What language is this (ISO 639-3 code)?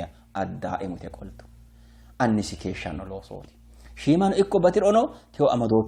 sid